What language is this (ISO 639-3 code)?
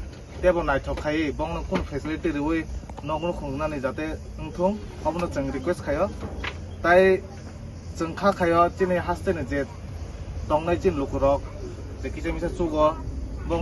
trp